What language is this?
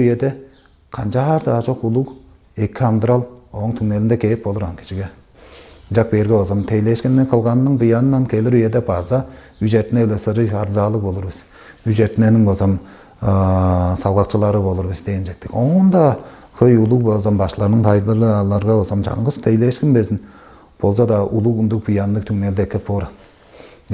Tuvinian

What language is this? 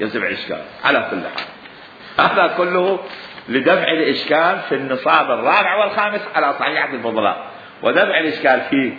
Mesopotamian Arabic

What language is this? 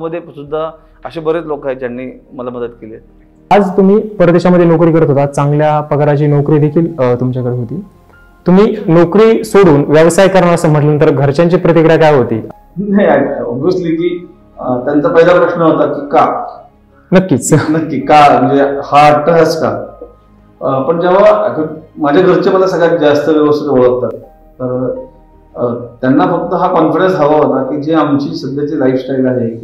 Marathi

